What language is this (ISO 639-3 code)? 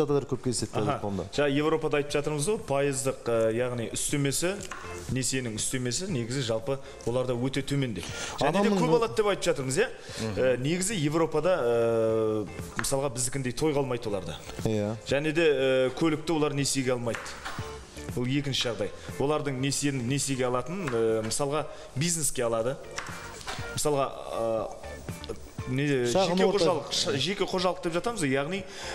kaz